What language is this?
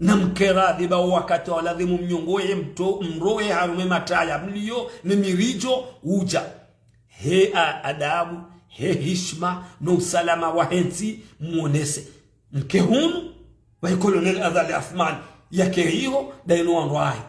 Ngazidja Comorian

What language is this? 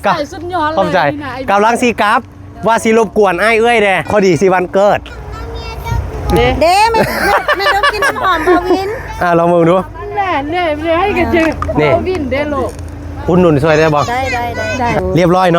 Lao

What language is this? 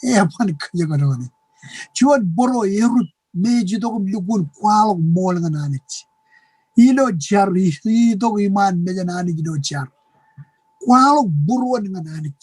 Marshallese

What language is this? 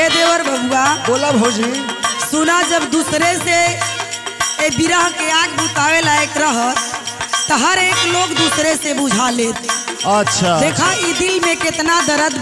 Bhojpuri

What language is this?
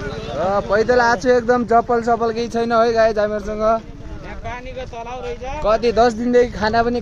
Nepali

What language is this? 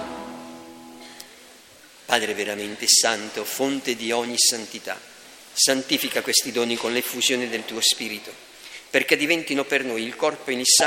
Italian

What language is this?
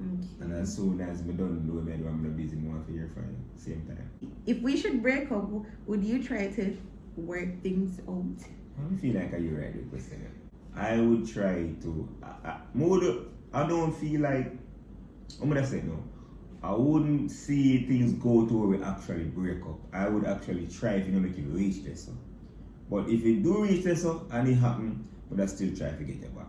Jamaican Creole English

